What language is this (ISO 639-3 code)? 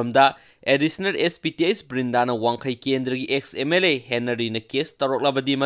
mni